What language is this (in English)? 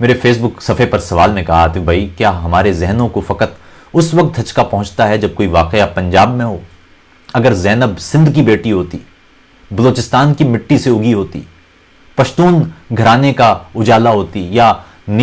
Urdu